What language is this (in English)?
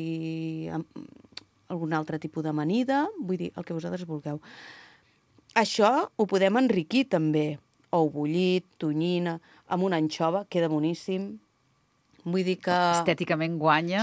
Catalan